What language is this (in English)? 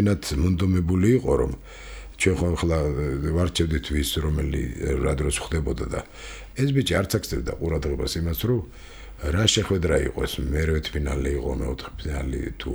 Georgian